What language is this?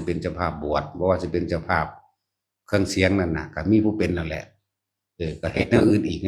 Northeastern Thai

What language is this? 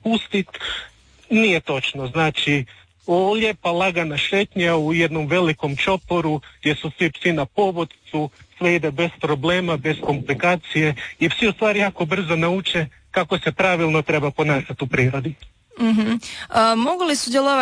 Croatian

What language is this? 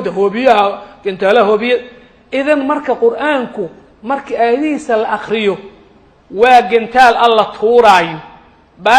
Somali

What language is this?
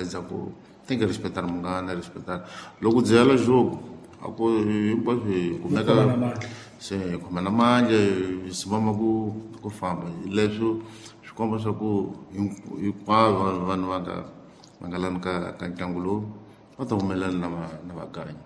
Tsonga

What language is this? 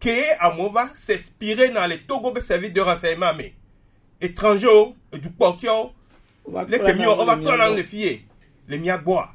Gen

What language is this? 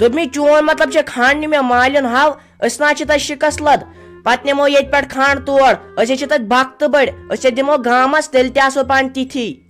Kashmiri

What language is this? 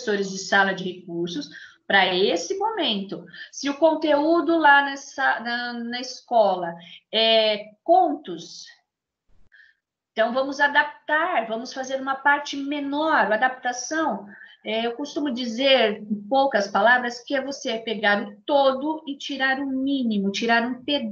Portuguese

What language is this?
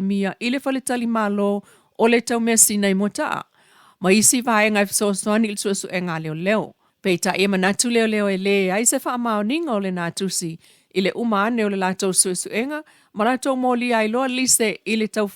Samoan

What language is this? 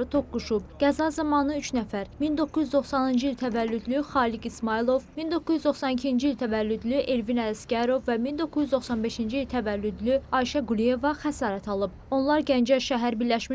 Azerbaijani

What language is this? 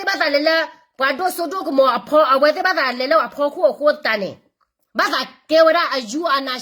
S'gaw Karen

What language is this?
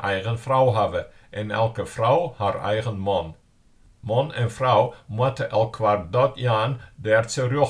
Western Frisian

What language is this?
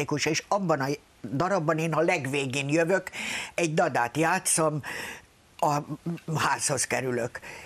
Hungarian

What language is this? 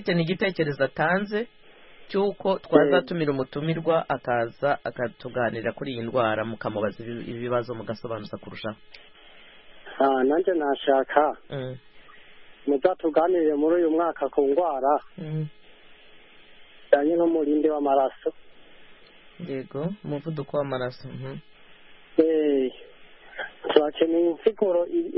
Kinyarwanda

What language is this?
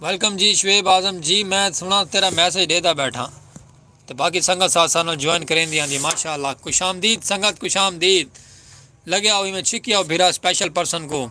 Saraiki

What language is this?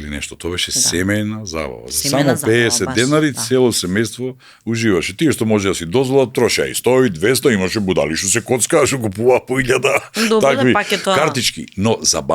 Macedonian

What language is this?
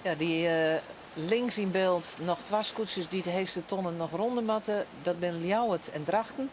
Western Frisian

